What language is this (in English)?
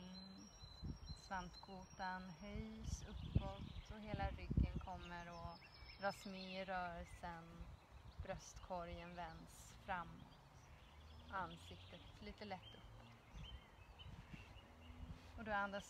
Swedish